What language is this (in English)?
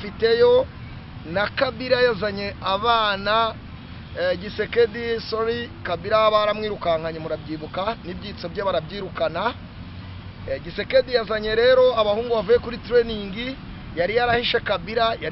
Kinyarwanda